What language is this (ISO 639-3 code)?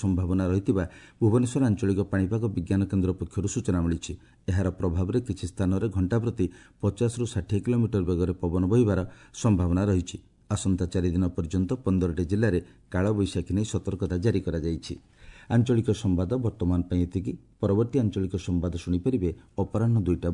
ori